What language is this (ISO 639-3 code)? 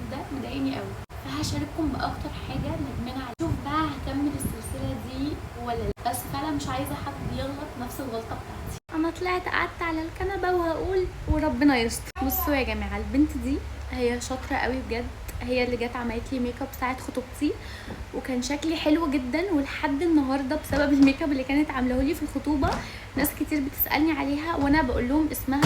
arz